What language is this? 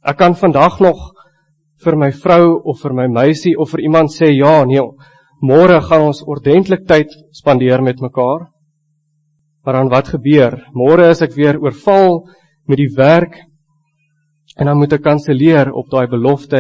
Afrikaans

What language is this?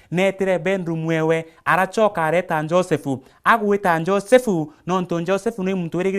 Meru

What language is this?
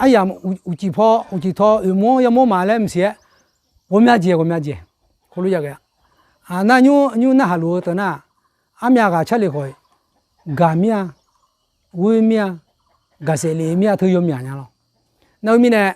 Akha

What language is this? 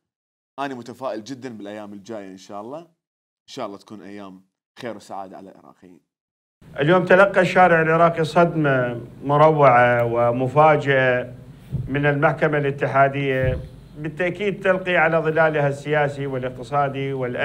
Mesopotamian Arabic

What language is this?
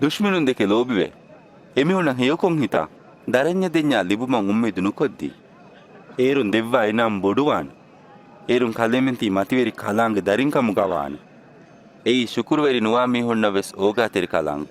Divehi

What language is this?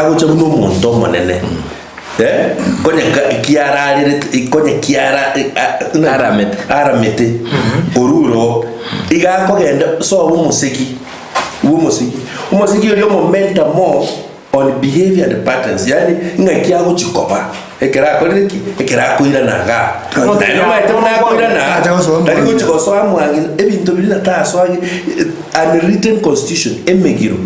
Gusii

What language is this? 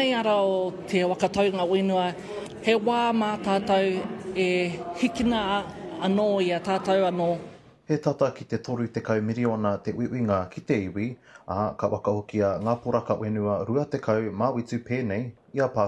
Māori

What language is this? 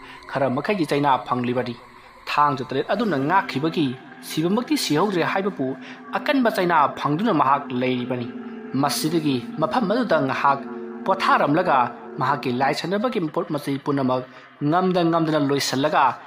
Manipuri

